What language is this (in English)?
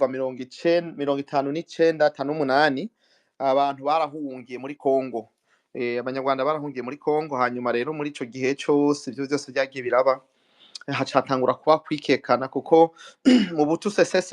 Rundi